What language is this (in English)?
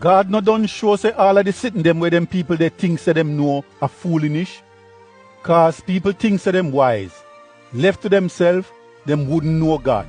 Jamaican Creole English